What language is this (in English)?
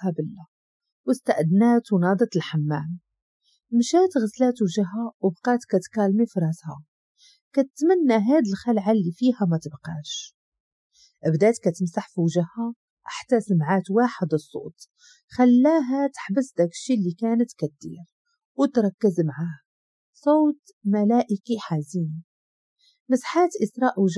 Moroccan Arabic